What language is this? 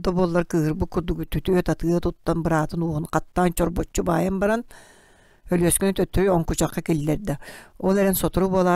Yakut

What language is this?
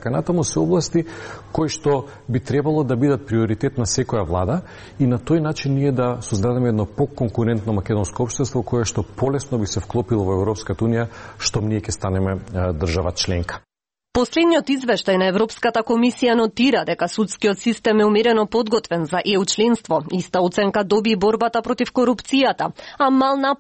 Macedonian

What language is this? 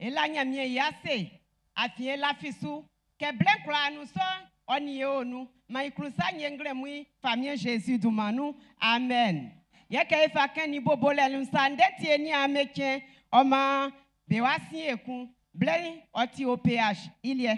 Baoulé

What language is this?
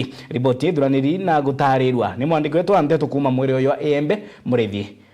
Meru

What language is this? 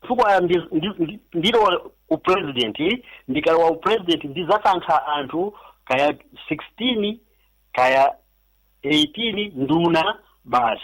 Nyanja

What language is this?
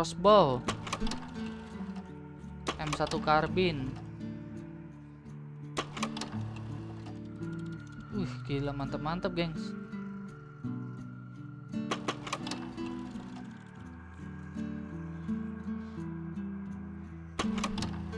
Indonesian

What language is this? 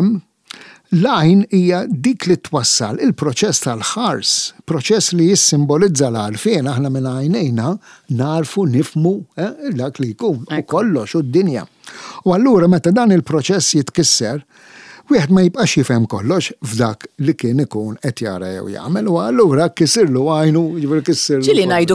Maltese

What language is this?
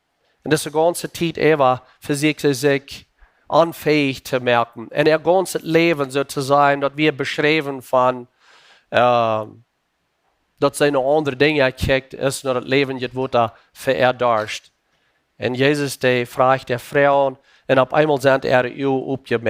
Plautdietsch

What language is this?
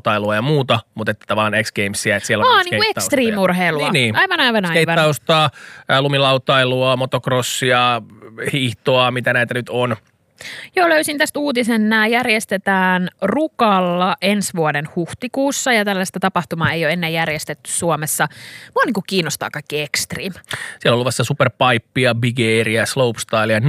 Finnish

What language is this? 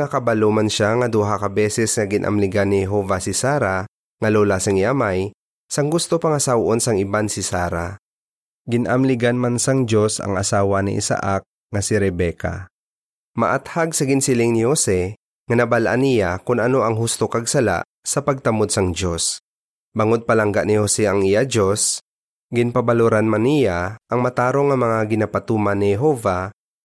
Hiligaynon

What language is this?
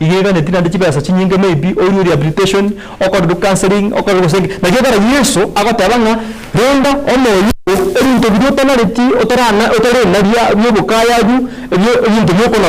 Gusii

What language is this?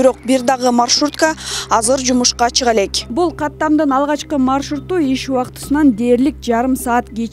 Kyrgyz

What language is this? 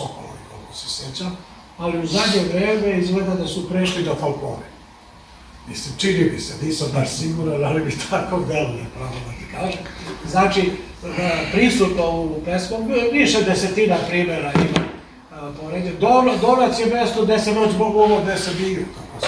Serbian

